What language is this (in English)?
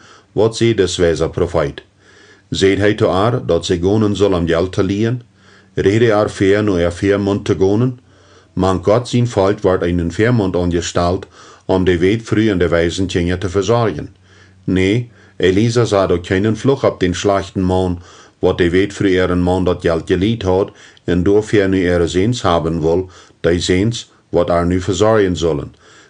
Plautdietsch